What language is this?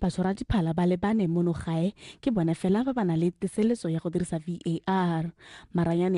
Tswana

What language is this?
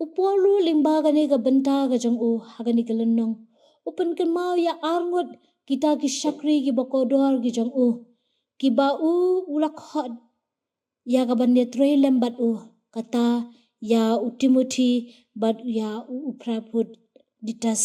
Khasi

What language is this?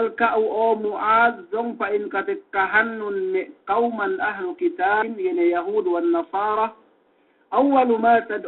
Yakan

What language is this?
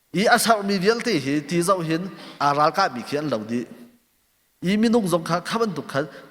Hakha Chin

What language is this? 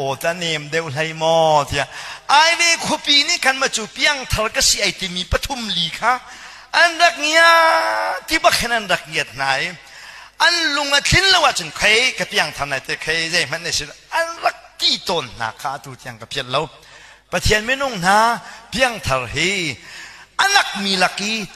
Hakha Chin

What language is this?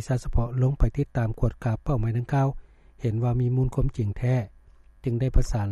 Lao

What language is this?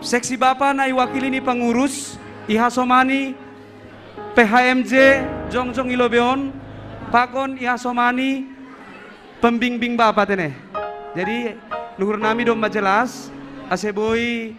Batak Simalungun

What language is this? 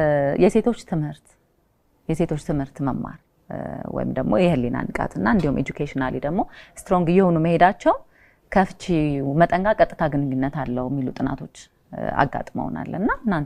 Amharic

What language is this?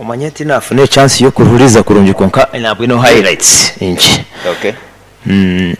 Nyoro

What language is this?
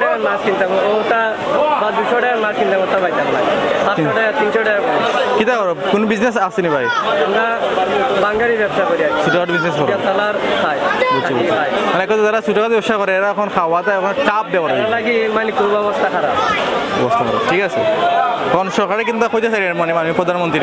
Sylheti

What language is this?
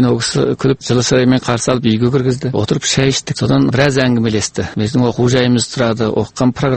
Kazakh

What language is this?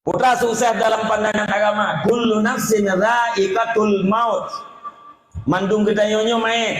Achinese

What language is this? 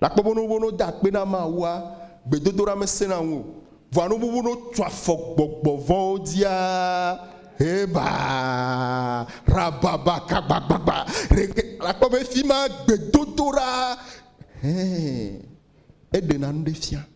Ewe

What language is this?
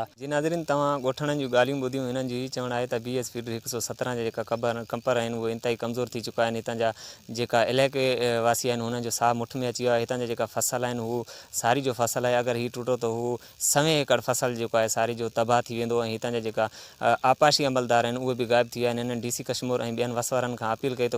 Sindhi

